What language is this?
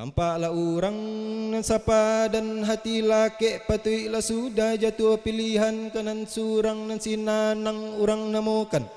Minangkabau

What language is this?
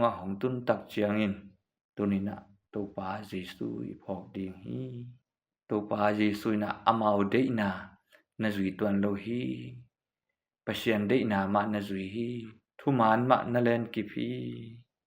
Tedim Chin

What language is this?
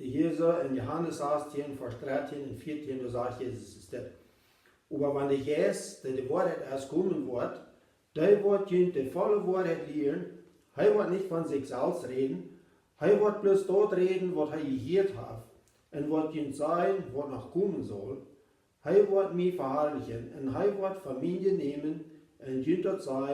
Plautdietsch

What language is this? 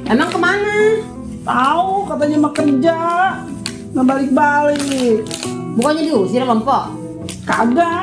Betawi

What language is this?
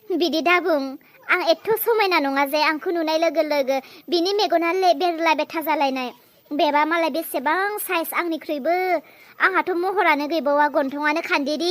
Bodo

